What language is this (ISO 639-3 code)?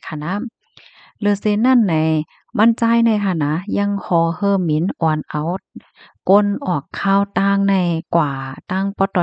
shn